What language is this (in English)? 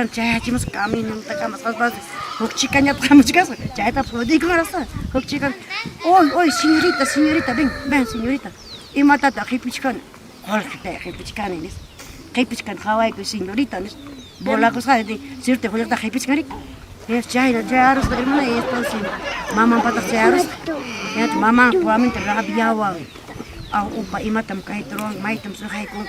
Ayacucho Quechua